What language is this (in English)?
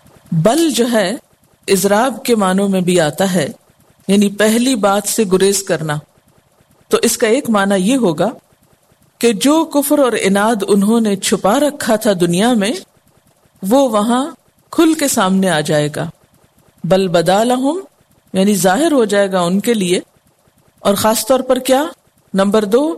Urdu